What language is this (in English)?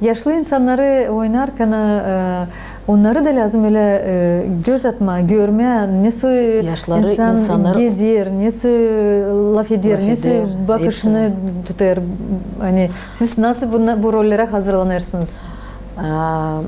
Gagauz